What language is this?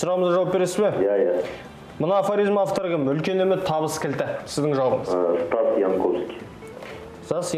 Kazakh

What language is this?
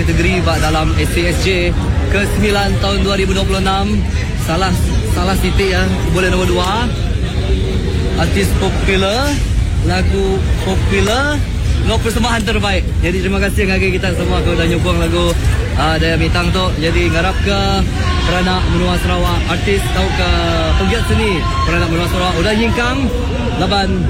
Iban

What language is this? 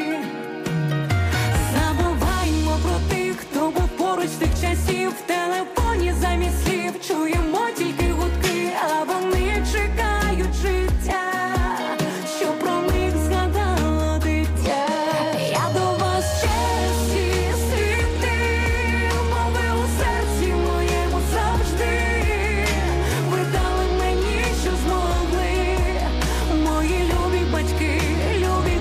Ukrainian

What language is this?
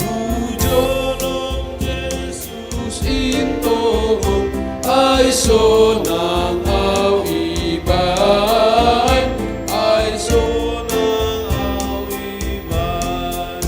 Batak Simalungun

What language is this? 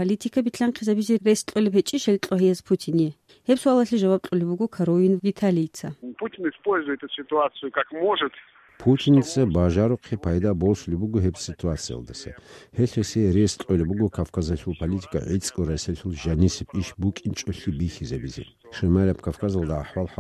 Avaric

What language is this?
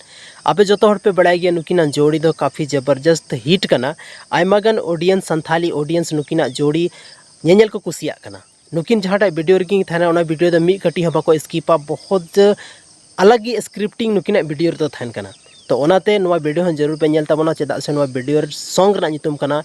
Santali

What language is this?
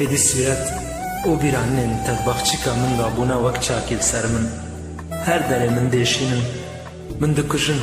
Kurdish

